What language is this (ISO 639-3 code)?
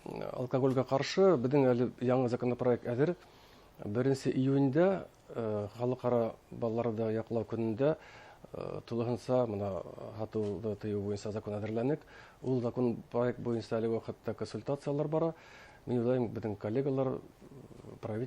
bak